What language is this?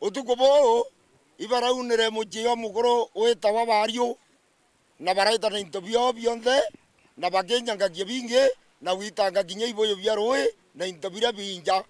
Meru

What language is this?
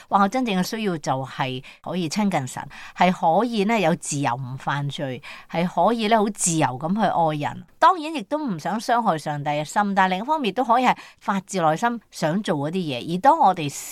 Cantonese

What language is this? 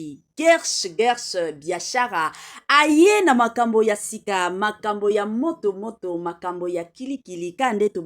Lingala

